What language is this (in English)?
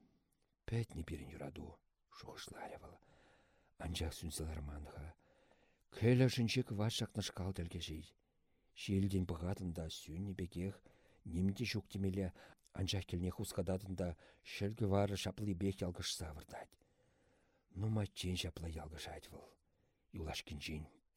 Chuvash